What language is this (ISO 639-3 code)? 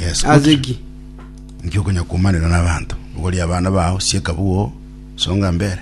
guz